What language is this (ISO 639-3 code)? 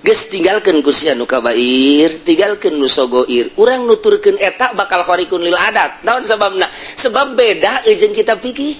sun